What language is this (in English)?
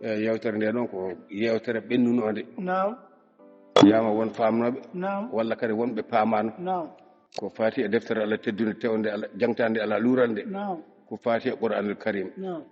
Fula